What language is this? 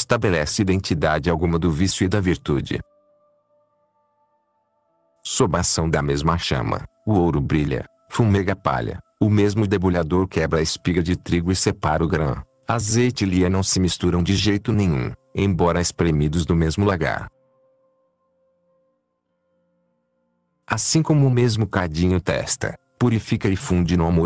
Portuguese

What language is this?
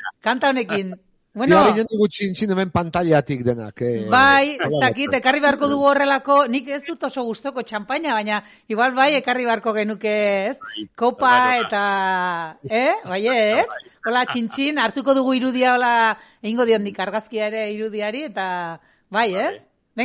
Basque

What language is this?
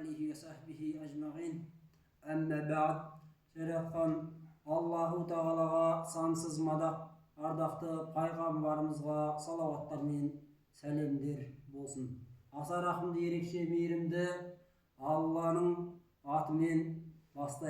Kazakh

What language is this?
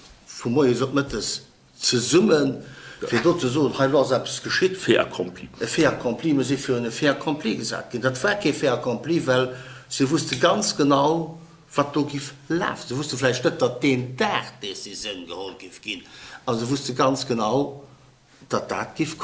Luxembourgish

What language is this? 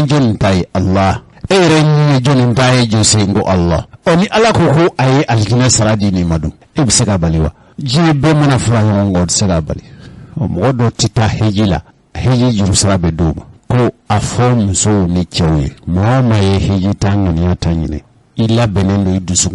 Bambara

